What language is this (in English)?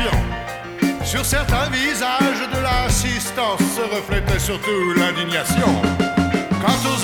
French